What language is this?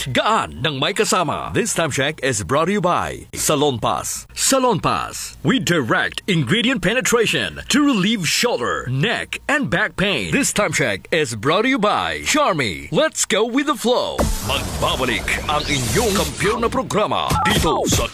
Filipino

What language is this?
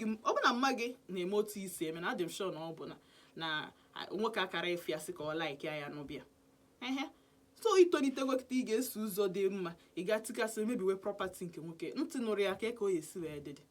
Igbo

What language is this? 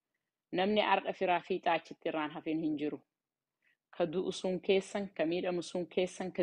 Oromo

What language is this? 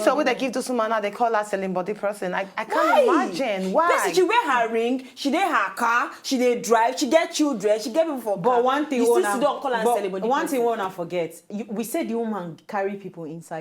Nigerian Pidgin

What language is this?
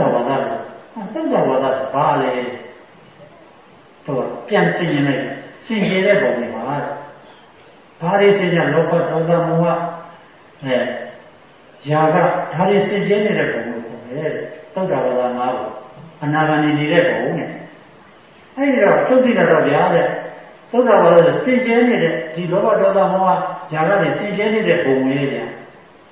Burmese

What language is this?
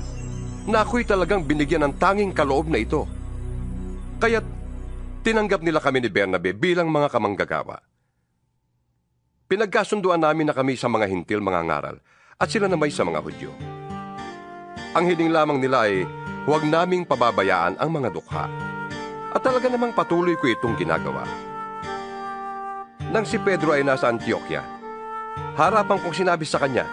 Filipino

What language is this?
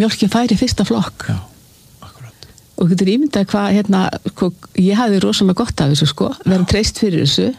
Icelandic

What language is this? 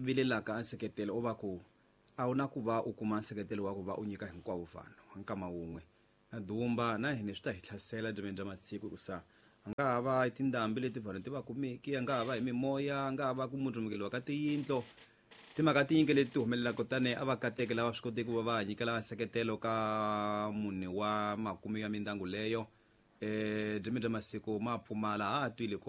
Tsonga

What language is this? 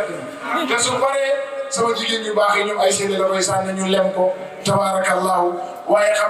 Wolof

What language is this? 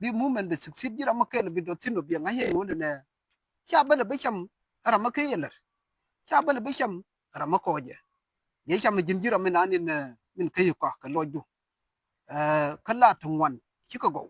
Nuer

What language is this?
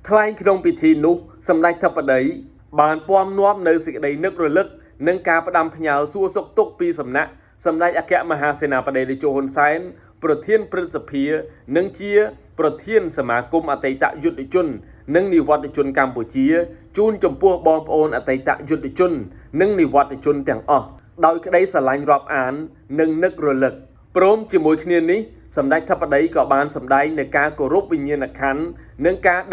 Khmer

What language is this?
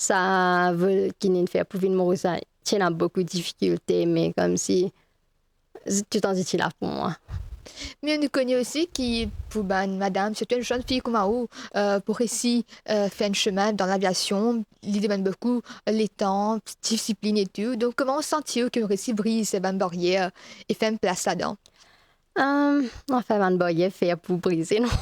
Morisyen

